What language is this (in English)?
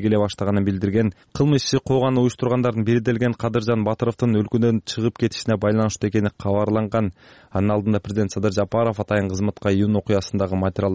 Kyrgyz